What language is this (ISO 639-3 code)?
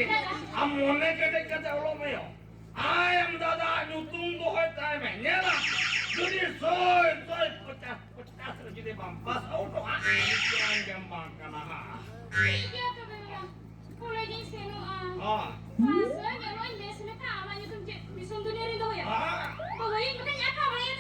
sat